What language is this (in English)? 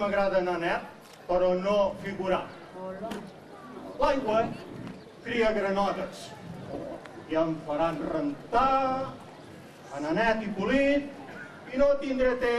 Catalan